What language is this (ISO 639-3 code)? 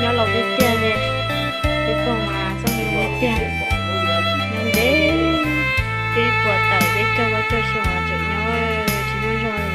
hmn